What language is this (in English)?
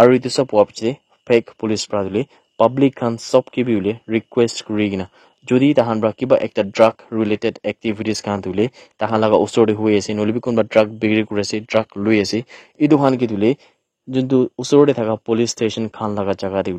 Naga Pidgin